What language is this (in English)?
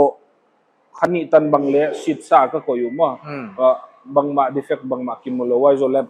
Paite Chin